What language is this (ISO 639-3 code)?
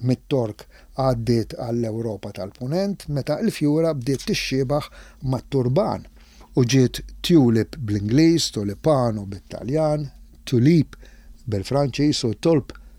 mlt